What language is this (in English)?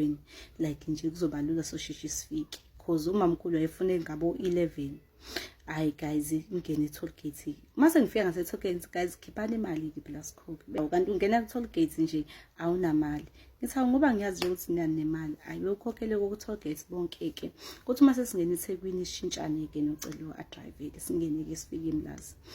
Zulu